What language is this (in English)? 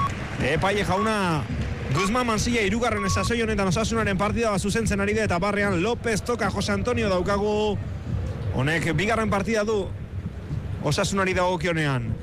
Basque